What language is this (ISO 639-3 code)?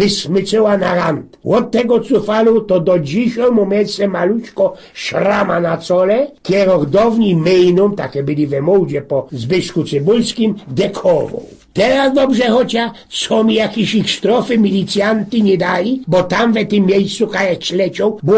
szl